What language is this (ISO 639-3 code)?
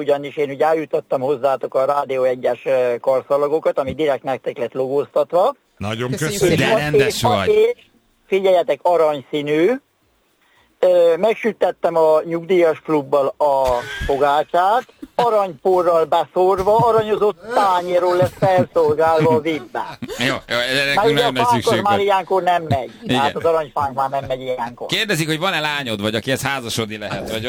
hun